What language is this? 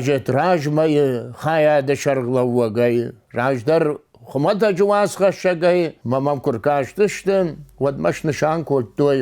Ossetic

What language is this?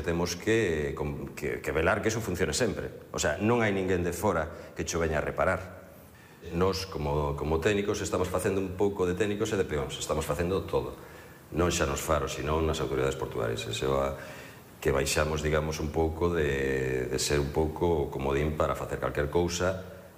Galician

